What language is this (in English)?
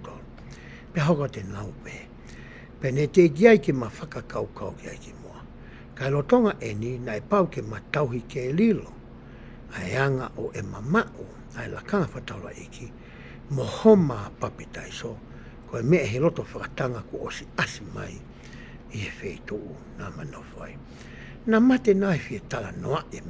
Tongan